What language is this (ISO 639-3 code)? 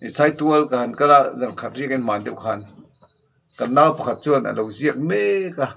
lus